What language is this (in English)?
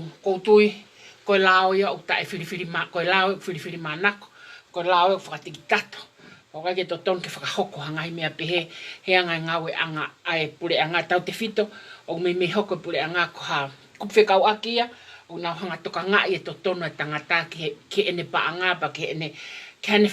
Tongan